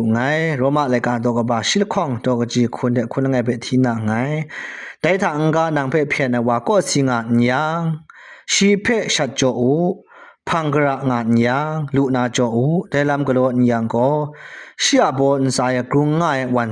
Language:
Kachin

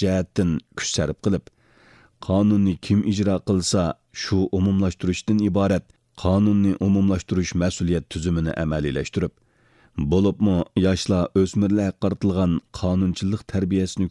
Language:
Uyghur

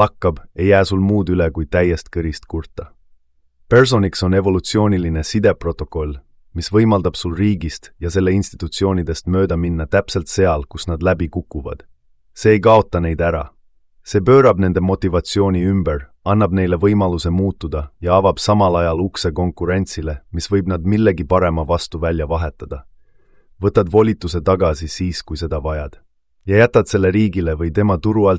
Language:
Estonian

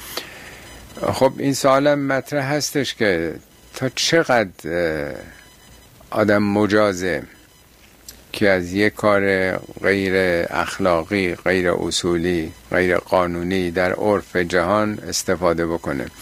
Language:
Persian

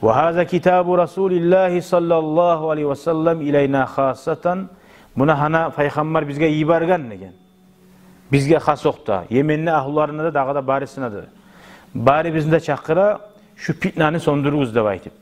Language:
Kumyk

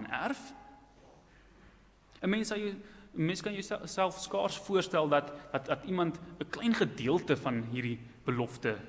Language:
Afrikaans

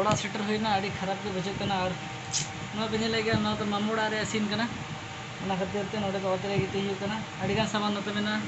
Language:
Santali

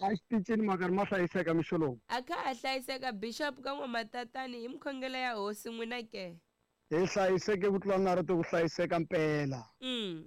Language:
Tsonga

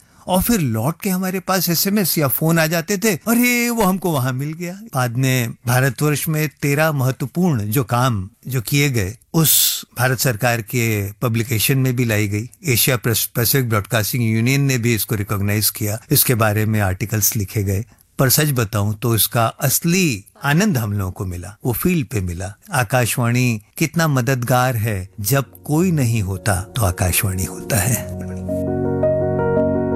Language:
Hindi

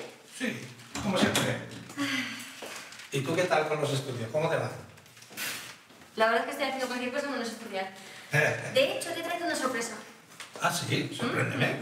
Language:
Spanish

